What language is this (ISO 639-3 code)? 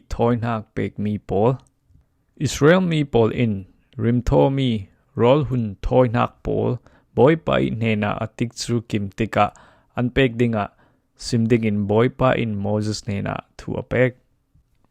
cfm